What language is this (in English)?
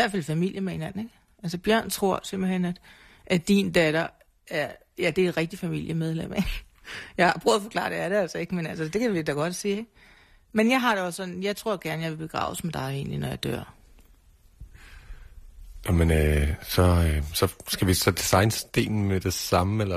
Danish